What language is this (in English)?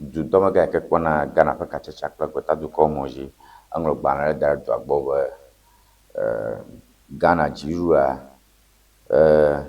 Ewe